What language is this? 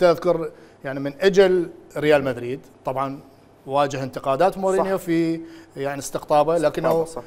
Mesopotamian Arabic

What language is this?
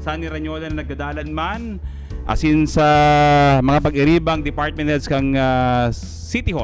Bikol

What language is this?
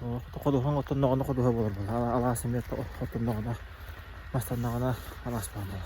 Yakut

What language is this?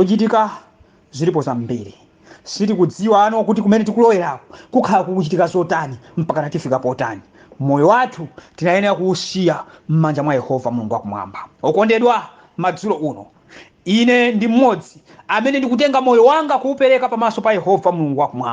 Nyanja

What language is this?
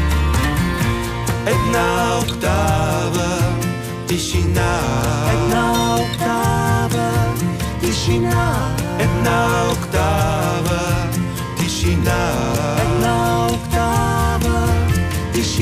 Bulgarian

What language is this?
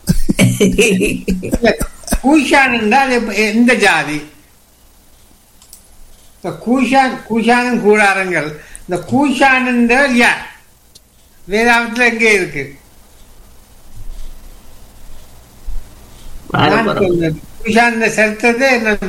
Tamil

